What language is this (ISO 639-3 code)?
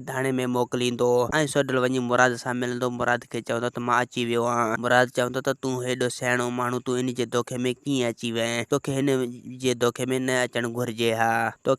snd